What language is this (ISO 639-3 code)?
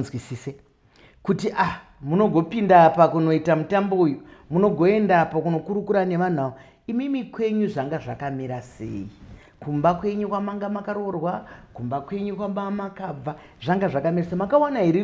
sna